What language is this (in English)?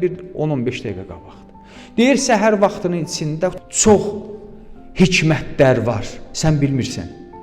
Azerbaijani